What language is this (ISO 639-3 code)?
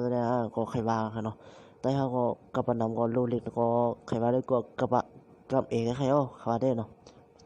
shn